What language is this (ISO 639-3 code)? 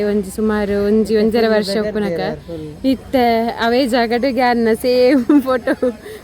tcy